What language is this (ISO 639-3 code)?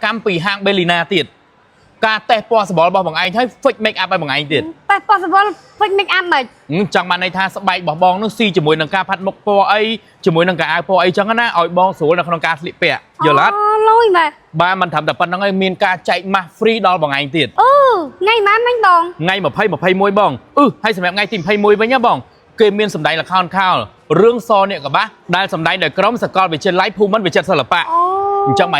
khm